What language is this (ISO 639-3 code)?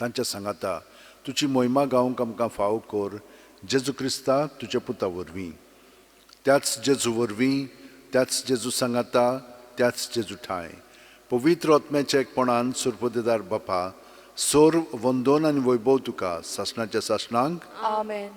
kok